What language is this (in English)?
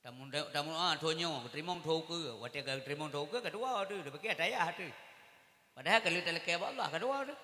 Achinese